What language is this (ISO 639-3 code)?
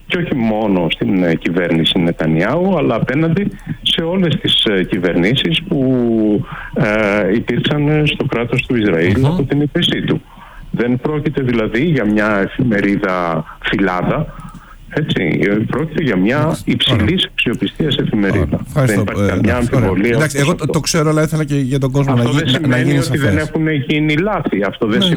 ell